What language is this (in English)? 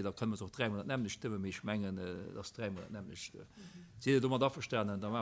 Luxembourgish